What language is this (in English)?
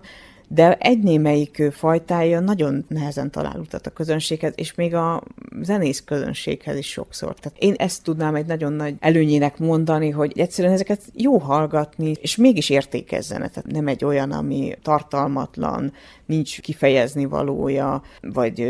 Hungarian